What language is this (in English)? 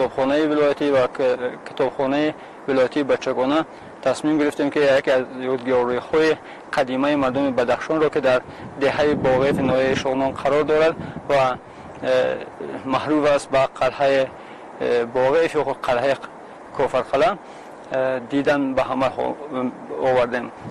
Tajik